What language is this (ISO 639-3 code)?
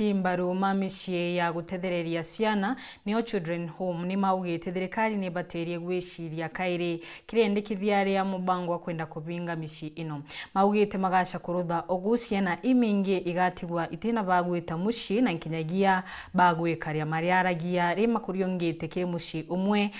mer